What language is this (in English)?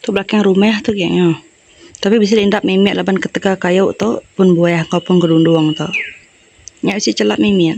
Iban